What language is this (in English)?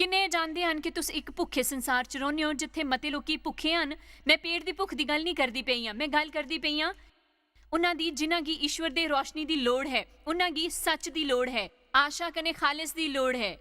Dogri